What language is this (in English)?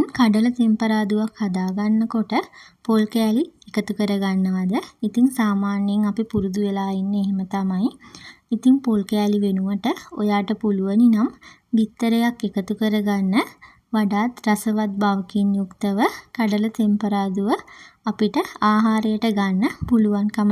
Sinhala